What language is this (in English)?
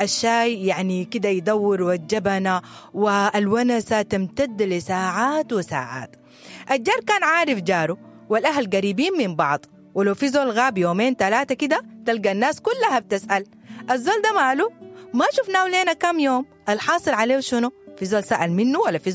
Sudanese Arabic